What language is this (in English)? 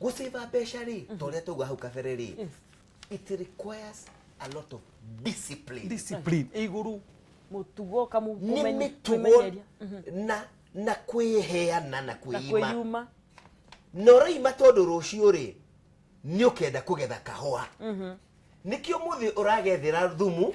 Kikuyu